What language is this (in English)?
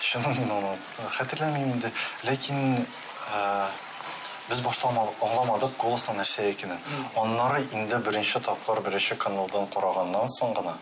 Tatar